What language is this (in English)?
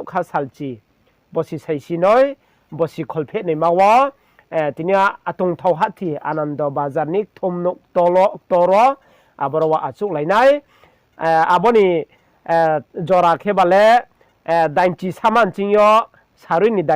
Riang (India)